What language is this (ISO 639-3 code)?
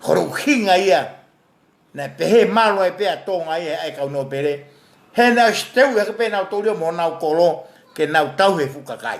ton